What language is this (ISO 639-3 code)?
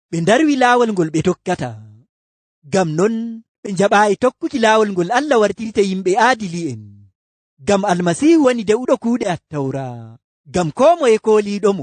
ful